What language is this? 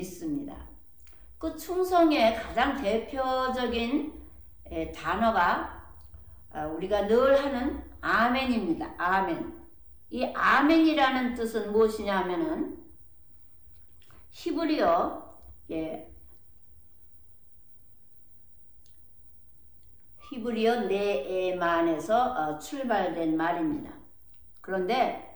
Korean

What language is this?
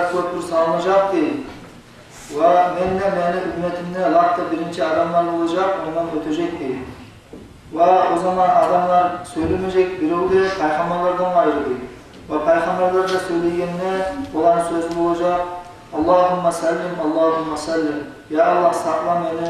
Kumyk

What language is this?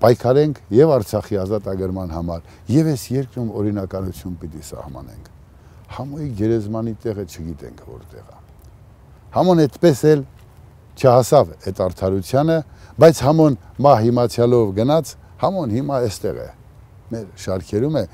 Armenian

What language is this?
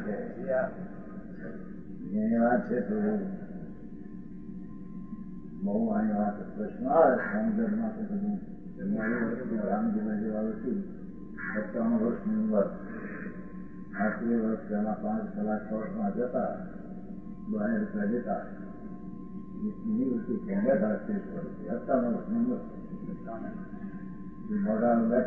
Gujarati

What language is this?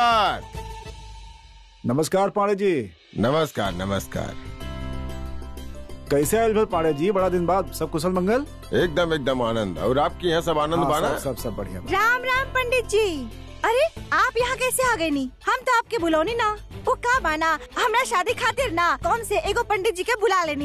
Bhojpuri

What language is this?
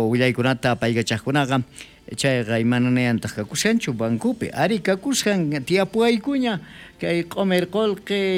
South Bolivian Quechua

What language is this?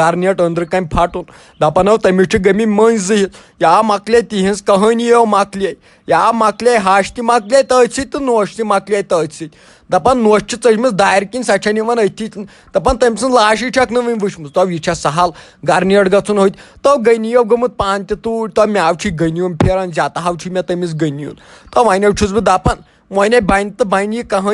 Kashmiri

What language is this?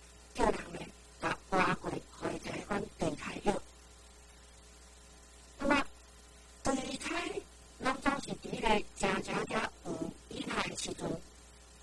Min Nan Chinese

